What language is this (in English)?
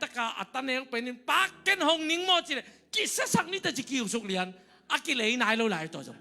Tedim Chin